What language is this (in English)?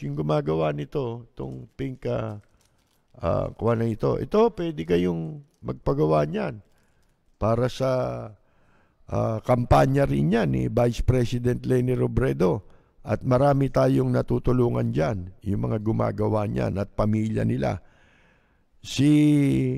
Filipino